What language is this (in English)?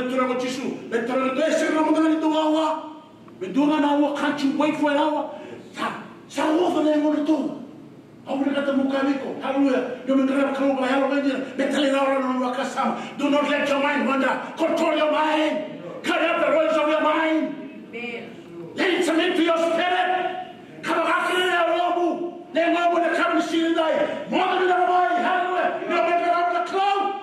Fijian